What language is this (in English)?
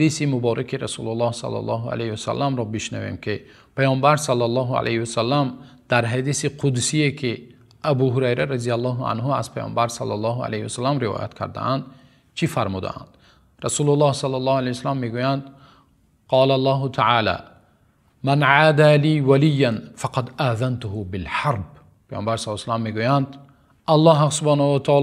Tajik